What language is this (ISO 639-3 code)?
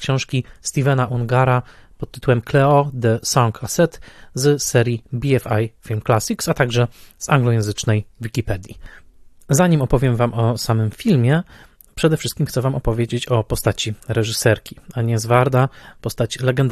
pol